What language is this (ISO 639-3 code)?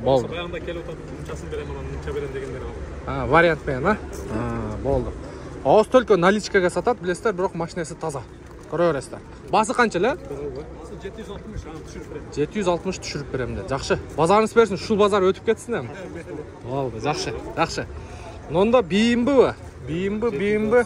kir